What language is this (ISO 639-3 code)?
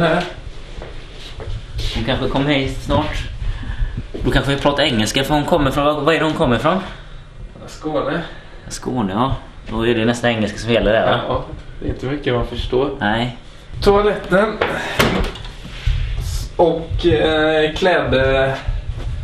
swe